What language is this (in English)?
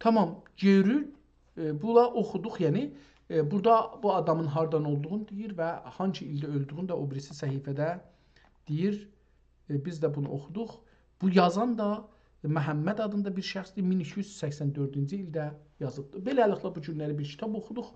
South Azerbaijani